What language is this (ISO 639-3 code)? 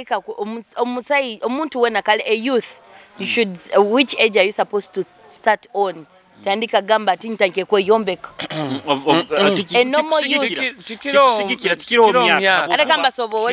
nyo